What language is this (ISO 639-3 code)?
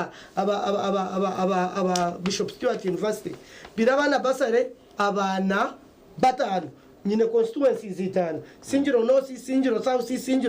nyn